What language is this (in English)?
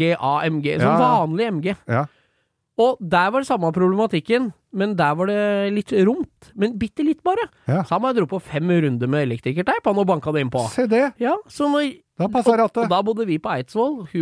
Norwegian